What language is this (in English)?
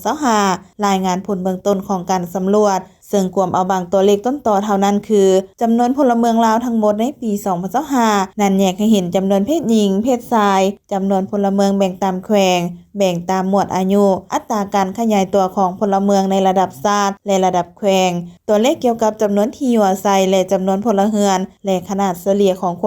Lao